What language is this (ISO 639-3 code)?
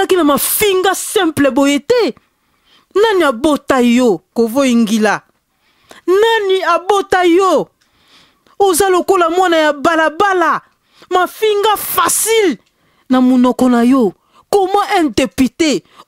lin